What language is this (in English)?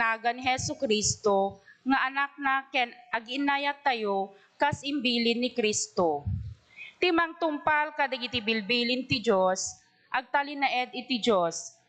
Iloko